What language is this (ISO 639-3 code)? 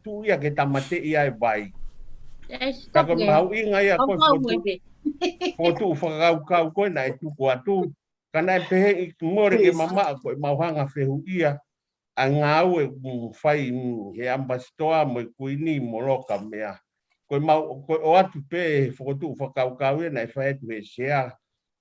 ton